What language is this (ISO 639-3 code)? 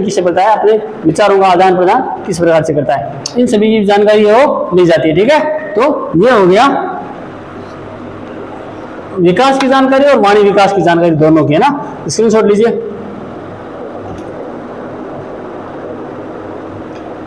hin